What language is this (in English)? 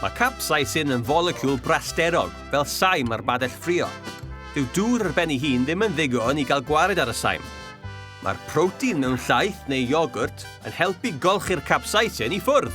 Welsh